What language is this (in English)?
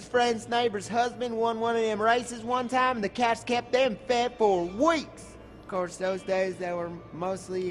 English